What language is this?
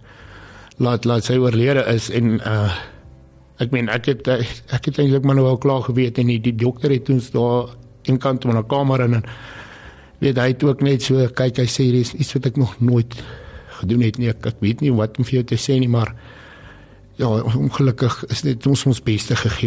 Afrikaans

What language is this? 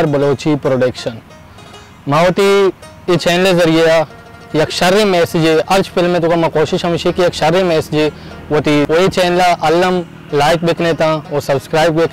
Baluchi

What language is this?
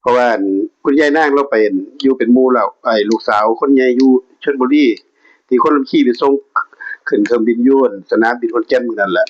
Northeastern Thai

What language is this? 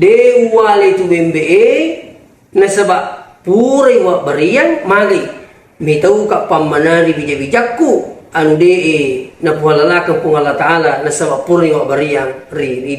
Buginese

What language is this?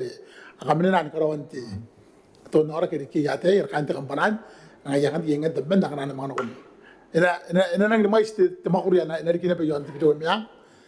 Gilbertese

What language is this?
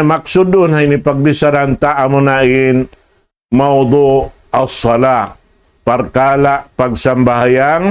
Tausug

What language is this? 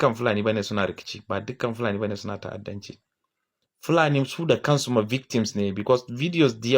Hausa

